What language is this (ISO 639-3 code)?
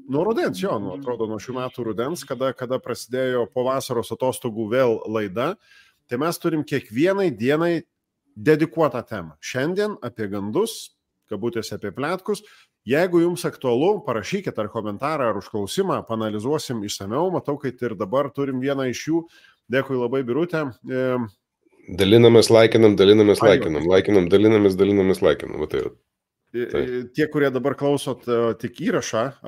lit